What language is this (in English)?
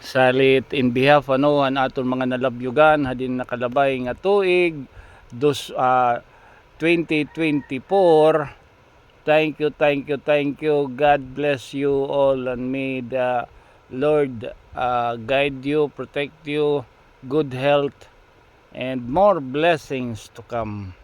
Waray